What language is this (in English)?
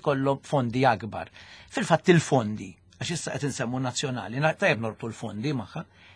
Maltese